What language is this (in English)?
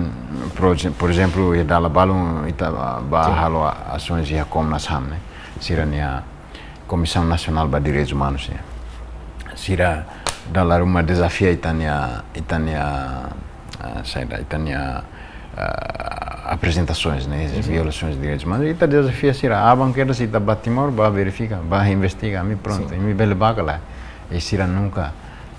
Tetum